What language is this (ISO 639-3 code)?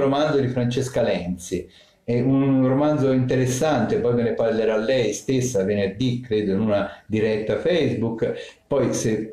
ita